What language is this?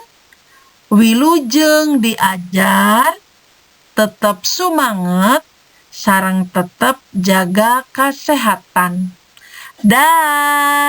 Sundanese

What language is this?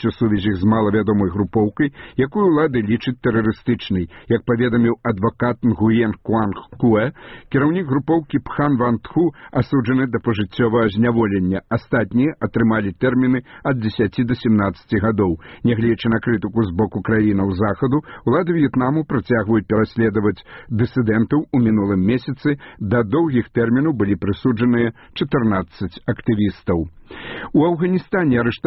Belarusian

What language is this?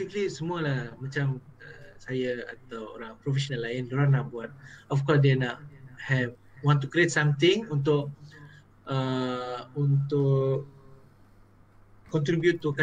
Malay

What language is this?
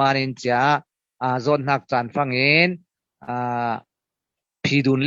Falam Chin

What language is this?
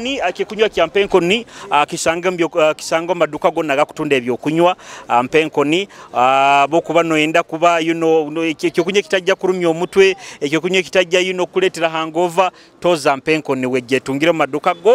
Nyoro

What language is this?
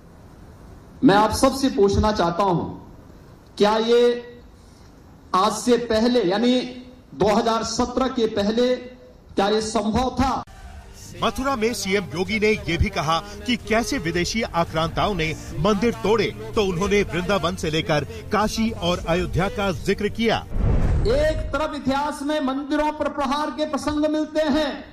Hindi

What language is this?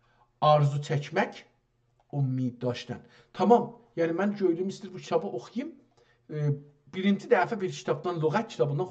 South Azerbaijani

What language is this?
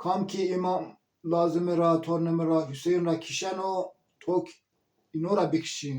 Zaza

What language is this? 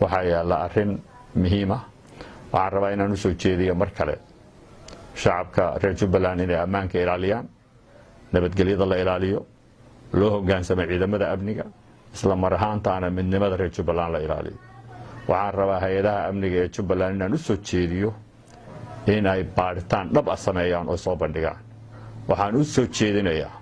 Somali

